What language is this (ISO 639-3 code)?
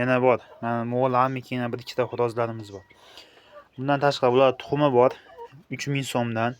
uzb